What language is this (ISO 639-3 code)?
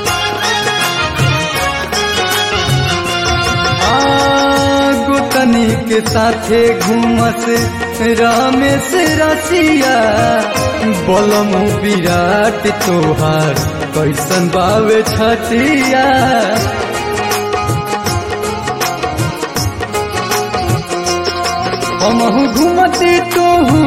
bho